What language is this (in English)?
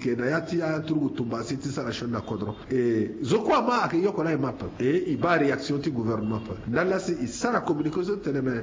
Sango